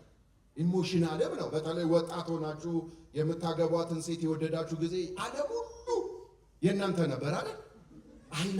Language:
Amharic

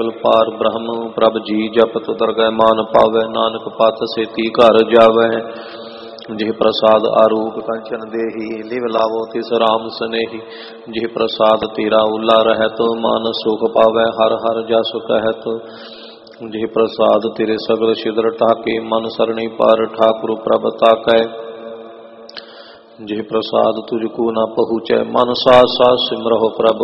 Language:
Punjabi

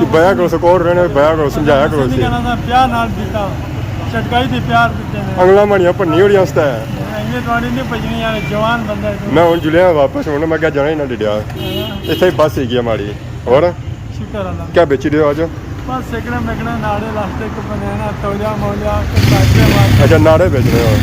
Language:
Pahari-Potwari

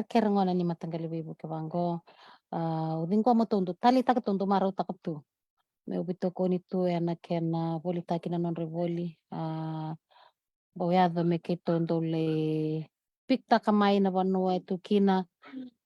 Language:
Fijian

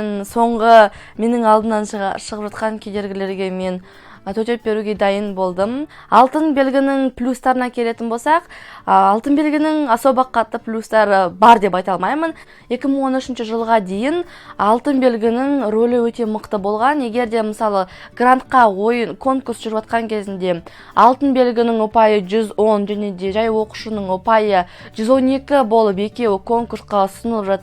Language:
Kazakh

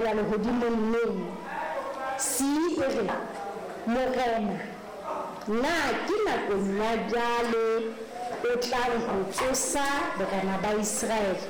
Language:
Southern Sotho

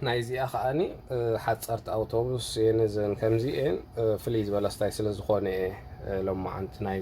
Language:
Tigrinya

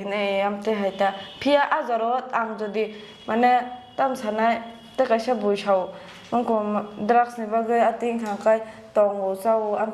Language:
Kok Borok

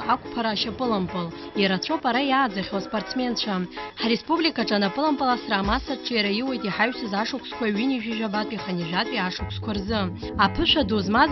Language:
Abkhazian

